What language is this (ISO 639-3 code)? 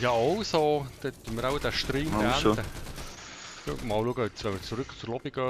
gsw